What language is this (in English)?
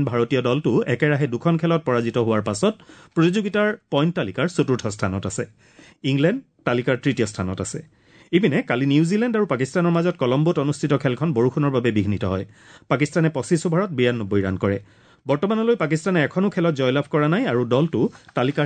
Assamese